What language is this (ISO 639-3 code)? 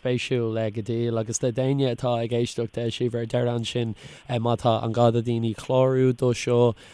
gle